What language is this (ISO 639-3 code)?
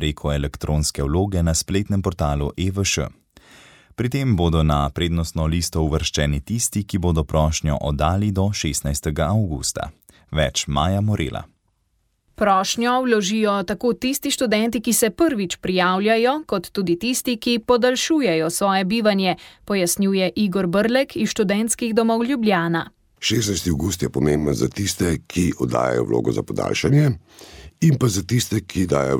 slv